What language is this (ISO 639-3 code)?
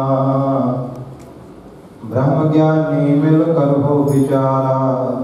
pan